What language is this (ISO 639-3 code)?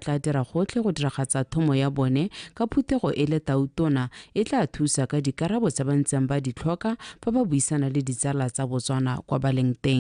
tsn